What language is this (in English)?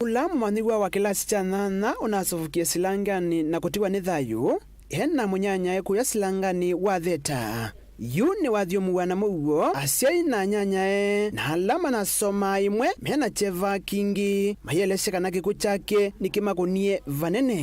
Kamba